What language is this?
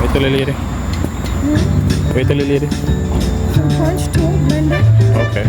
Jamaican Creole English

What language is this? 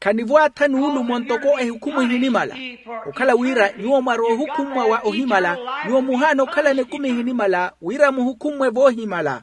Makhuwa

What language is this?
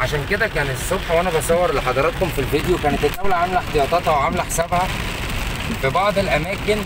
Egyptian Arabic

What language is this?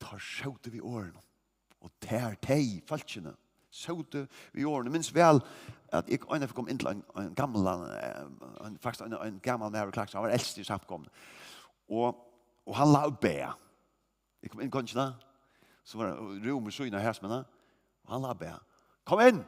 Faroese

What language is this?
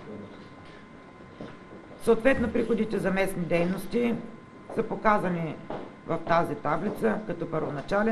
Bulgarian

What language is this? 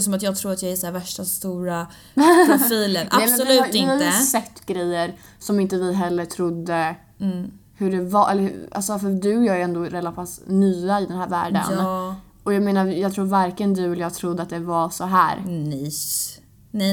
Swedish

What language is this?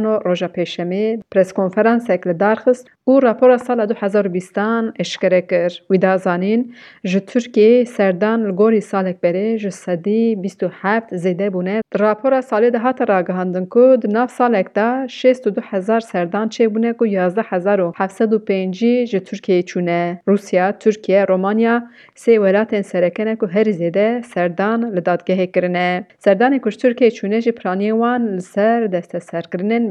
Kurdish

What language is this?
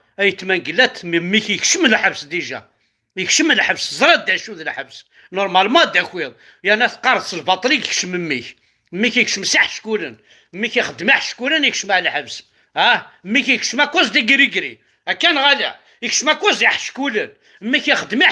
Kabyle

